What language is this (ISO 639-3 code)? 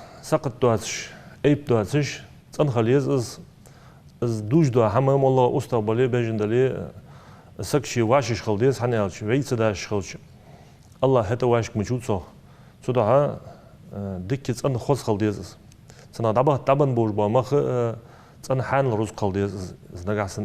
inh